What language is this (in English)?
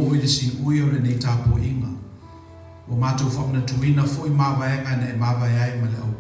Samoan